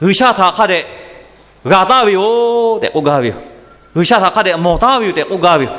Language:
Lahu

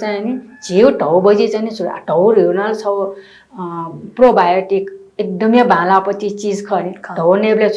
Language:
Newari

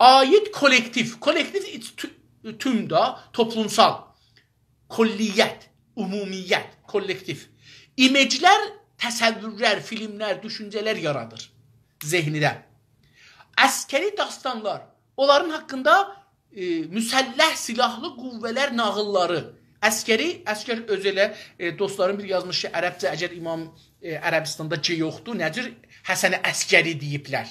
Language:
South Azerbaijani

